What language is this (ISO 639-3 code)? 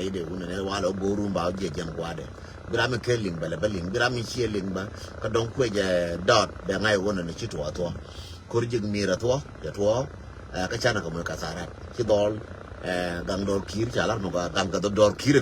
nus